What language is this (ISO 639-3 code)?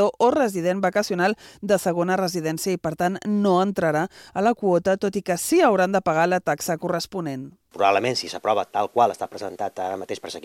cat